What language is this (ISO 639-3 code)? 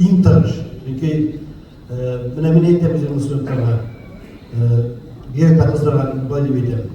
tat